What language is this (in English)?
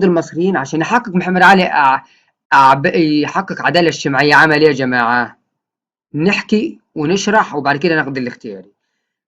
Egyptian Arabic